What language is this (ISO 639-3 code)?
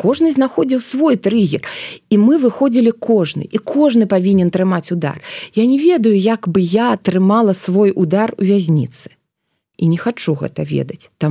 bel